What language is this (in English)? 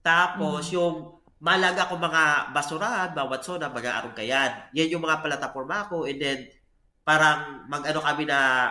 Bikol